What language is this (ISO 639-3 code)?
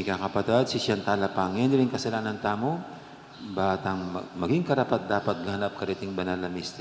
pam